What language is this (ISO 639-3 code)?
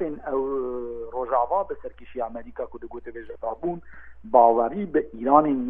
kur